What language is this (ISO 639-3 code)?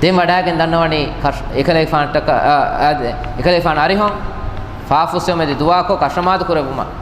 div